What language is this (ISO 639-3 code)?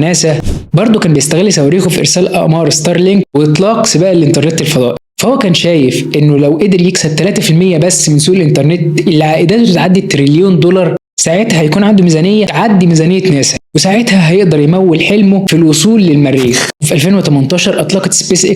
arz